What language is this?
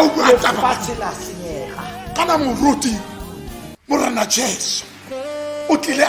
Tswana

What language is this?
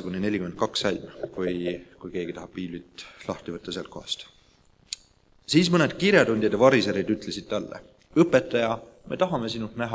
Estonian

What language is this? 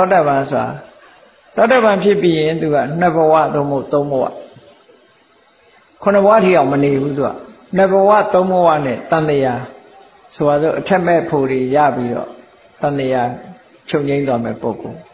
Burmese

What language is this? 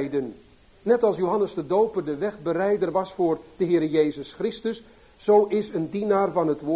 Dutch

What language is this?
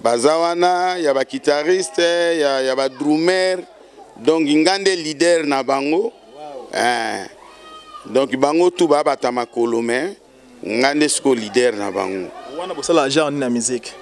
Lingala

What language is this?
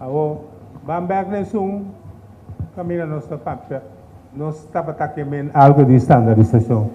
Papiamento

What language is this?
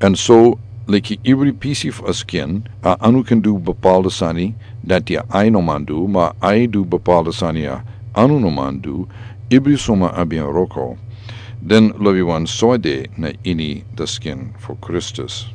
Sranan Tongo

